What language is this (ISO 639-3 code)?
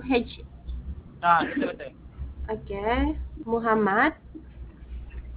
msa